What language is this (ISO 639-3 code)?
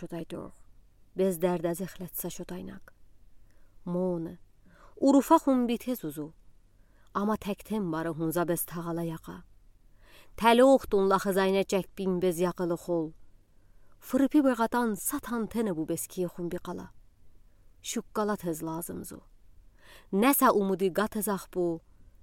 udi